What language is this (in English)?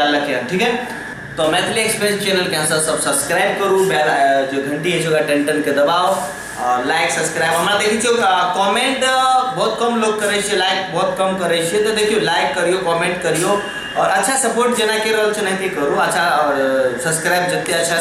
Maithili